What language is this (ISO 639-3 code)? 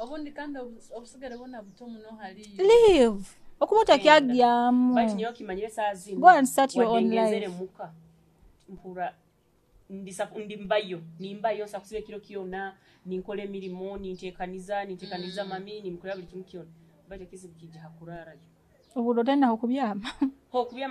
nyo